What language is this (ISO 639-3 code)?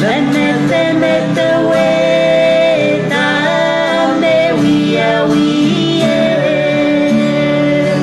pon